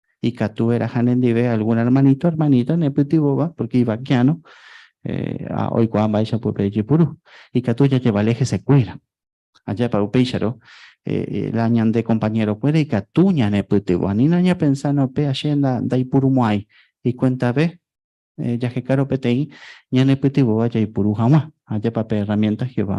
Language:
Guarani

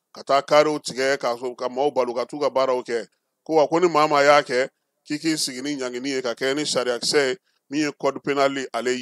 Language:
Bambara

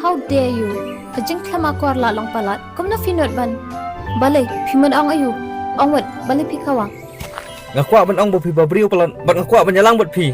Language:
Khasi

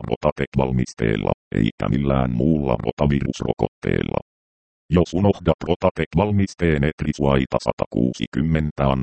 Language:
Finnish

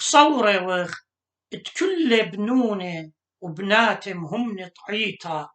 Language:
Assyrian Neo-Aramaic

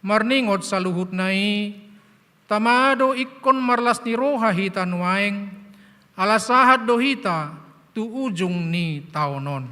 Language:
Batak Toba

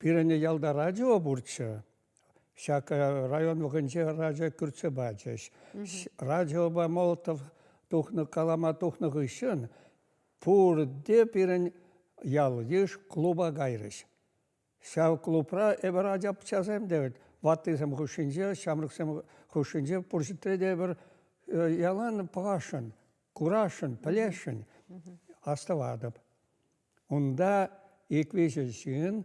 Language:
Chuvash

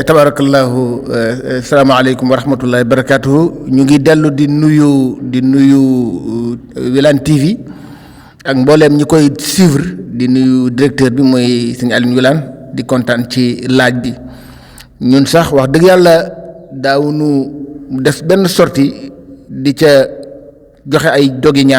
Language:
Wolof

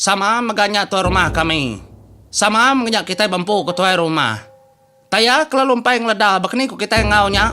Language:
Iban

